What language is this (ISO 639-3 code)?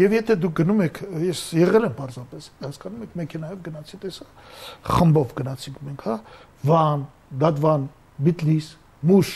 hye